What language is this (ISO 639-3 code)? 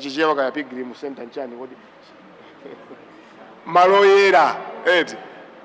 nya